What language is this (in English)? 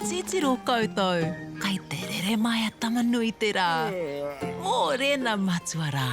Māori